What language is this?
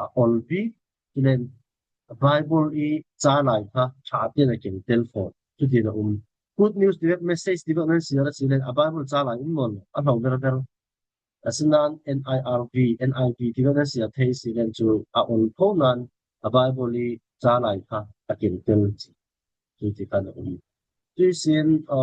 Falam Chin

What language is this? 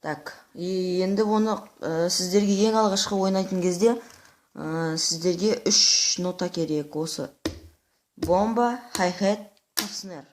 Kazakh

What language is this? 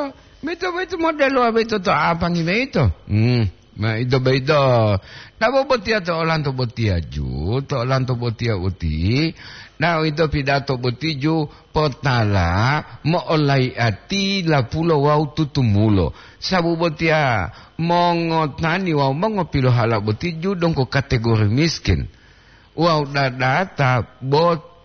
Gorontalo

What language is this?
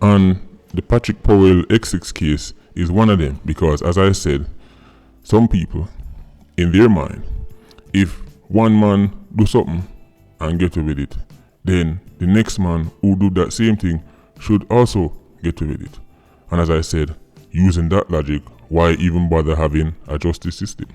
Jamaican Creole English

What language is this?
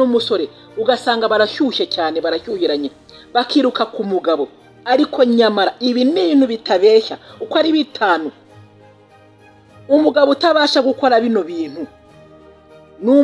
Kinyarwanda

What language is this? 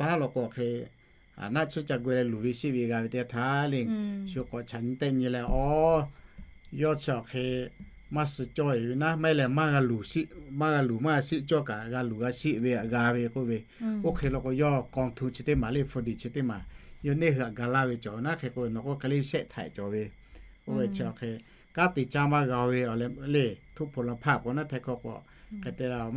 Lahu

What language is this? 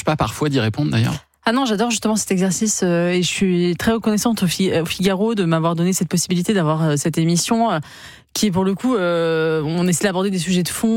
French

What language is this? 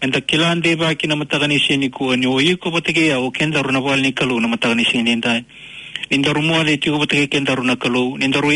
Fijian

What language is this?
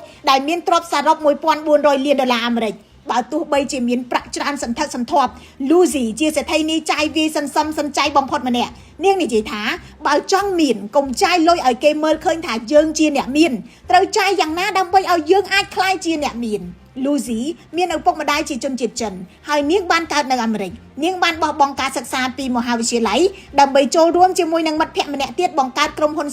Khmer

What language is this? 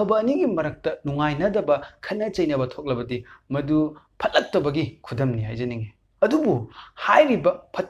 Manipuri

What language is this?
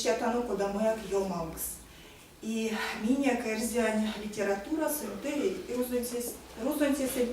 Erzya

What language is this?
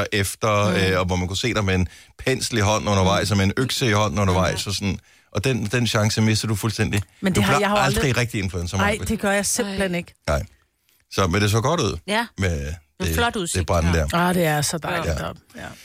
Danish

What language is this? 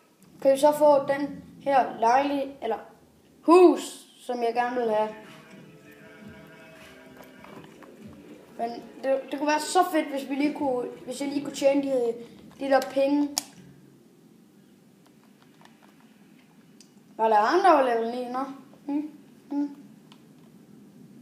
Danish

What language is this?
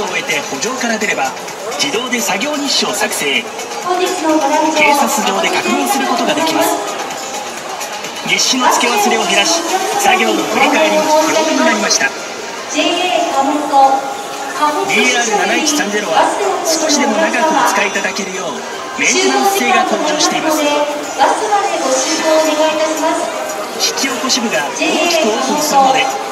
Japanese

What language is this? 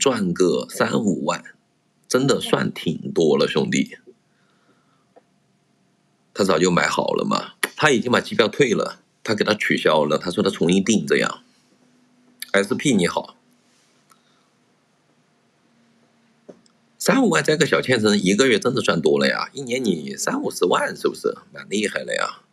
Chinese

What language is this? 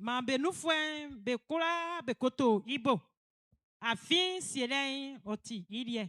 Baoulé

